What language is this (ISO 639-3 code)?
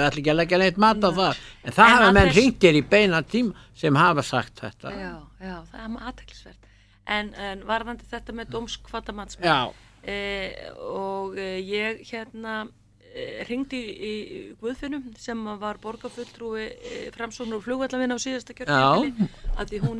isl